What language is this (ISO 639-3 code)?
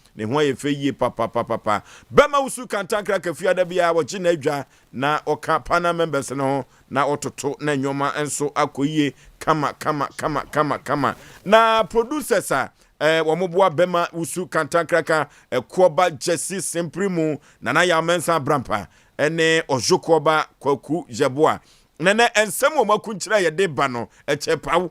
aka